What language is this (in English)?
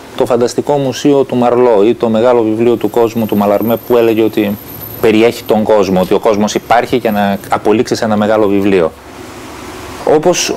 Greek